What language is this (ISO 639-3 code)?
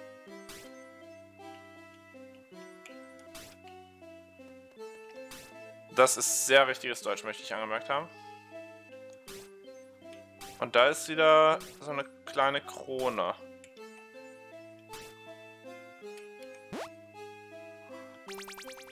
deu